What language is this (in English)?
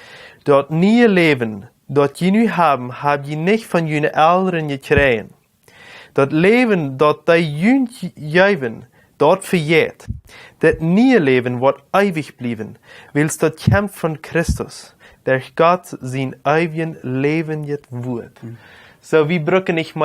Plautdietsch